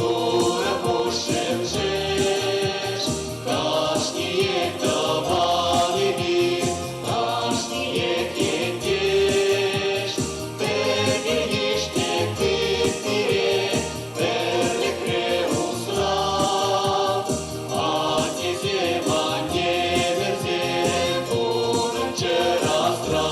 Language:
Chuvash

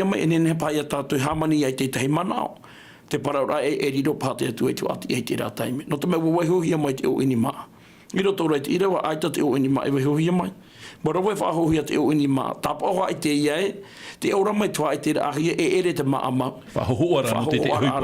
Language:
Tahitian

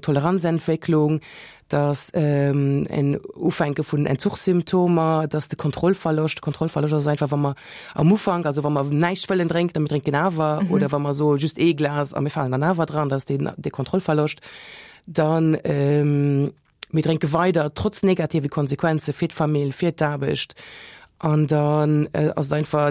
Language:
Luxembourgish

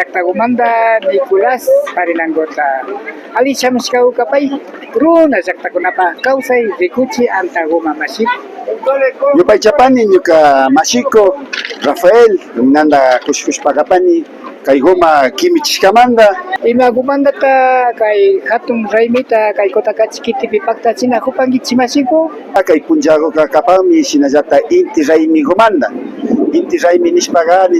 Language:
Imbabura Highland Quichua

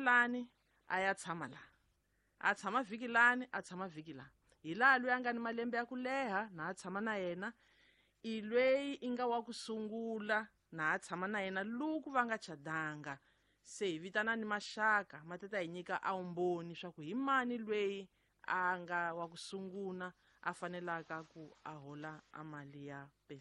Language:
Tsonga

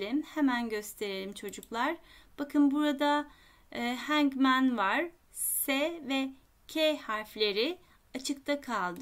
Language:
Turkish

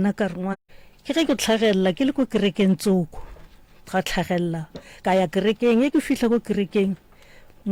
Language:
Northern Sotho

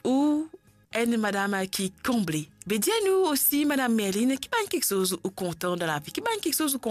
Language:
Morisyen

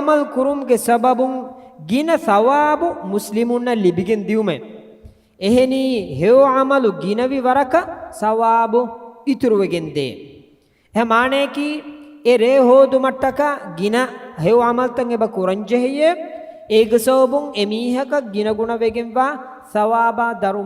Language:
Divehi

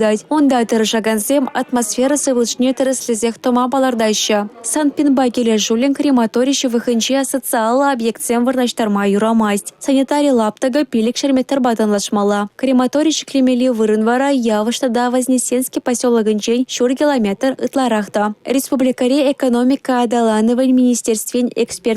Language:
Chuvash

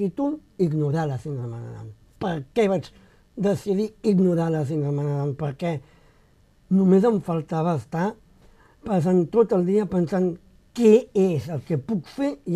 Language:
Catalan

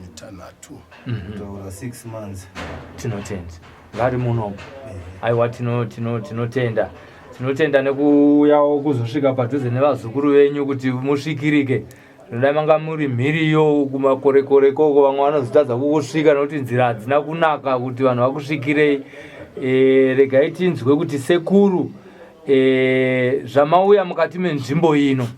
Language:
Shona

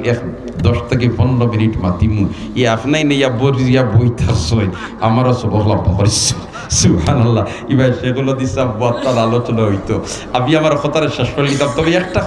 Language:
Sylheti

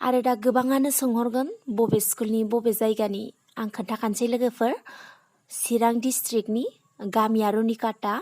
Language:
Bodo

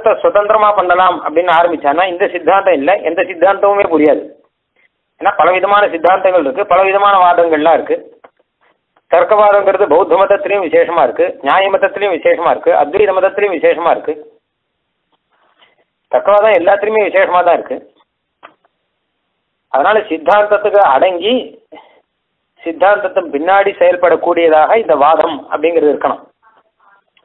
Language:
Tamil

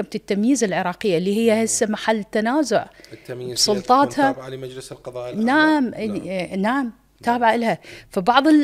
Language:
Mesopotamian Arabic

